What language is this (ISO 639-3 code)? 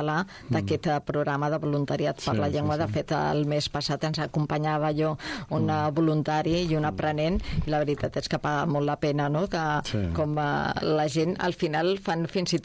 cat